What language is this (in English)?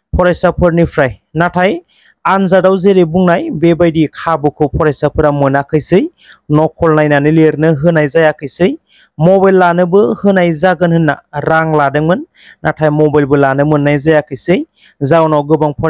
Bodo